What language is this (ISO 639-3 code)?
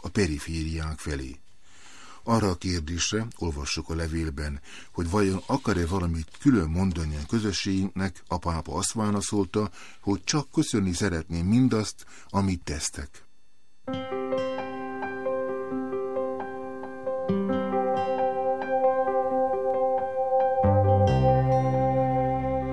hun